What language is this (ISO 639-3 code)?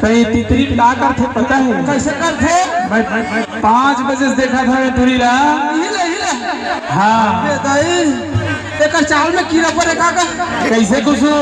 hne